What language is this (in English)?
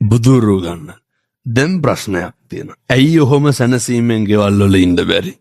Sinhala